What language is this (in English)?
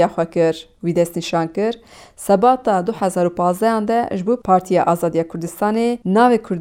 Kurdish